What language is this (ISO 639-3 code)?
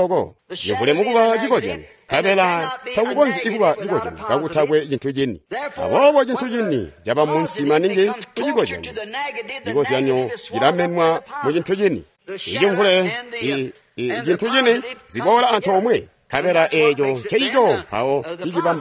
toi